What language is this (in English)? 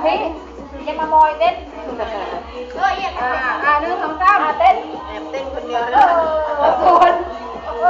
Lao